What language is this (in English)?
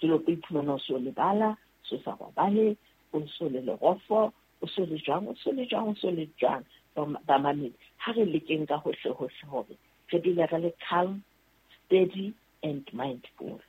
Southern Sotho